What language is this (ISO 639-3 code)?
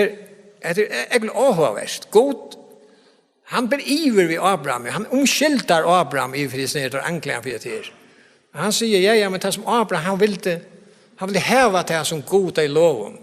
fao